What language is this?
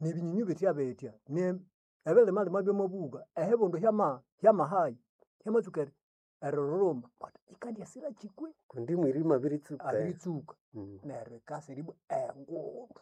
Nande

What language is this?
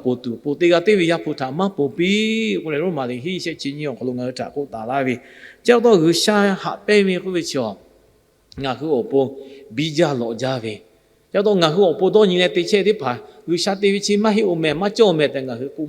Lahu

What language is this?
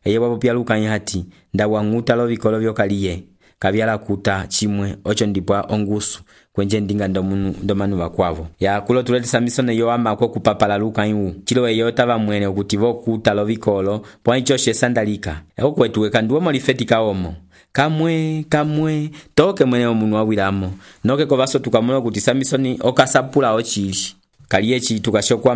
Umbundu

